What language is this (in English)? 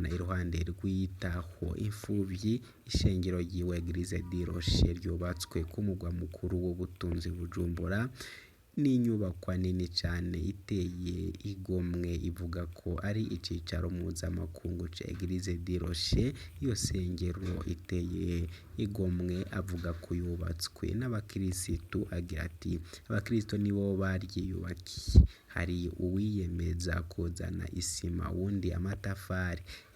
Rundi